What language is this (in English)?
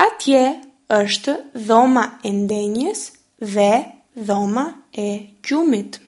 Albanian